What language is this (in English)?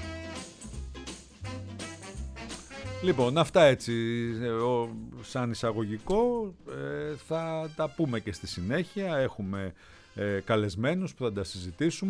Greek